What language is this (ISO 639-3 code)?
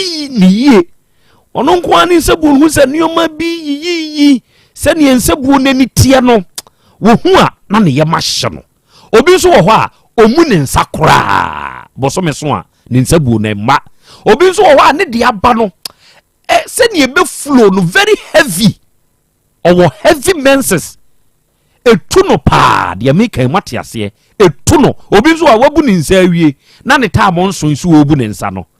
aka